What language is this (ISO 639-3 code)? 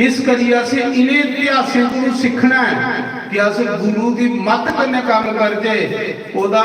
doi